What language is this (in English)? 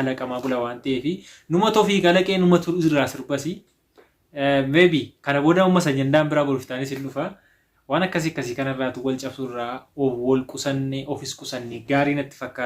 Oromo